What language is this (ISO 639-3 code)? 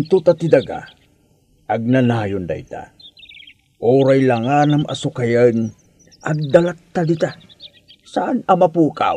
ilo